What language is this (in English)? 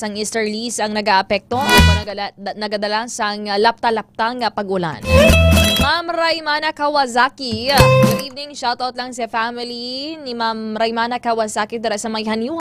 Hiligaynon